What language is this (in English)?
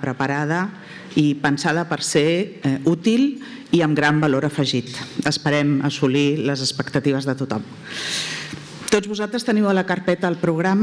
Catalan